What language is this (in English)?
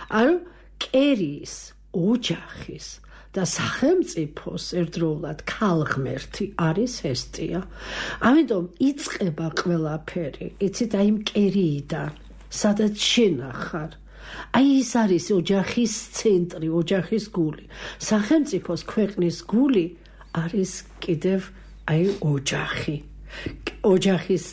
Georgian